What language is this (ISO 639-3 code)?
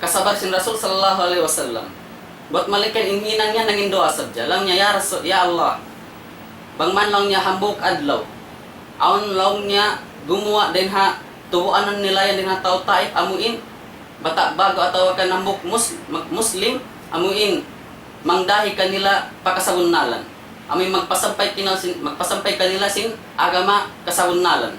tsg